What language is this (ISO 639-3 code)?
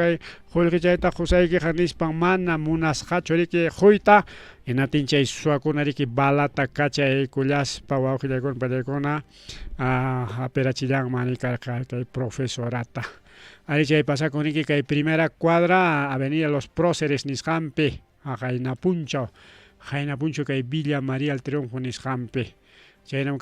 quy